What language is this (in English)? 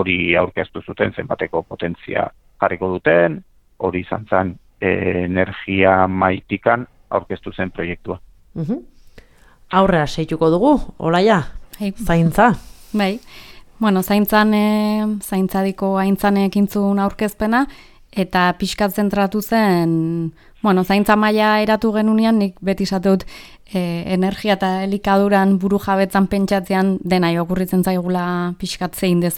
Basque